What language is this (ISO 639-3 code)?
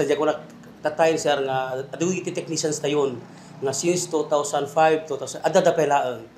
ilo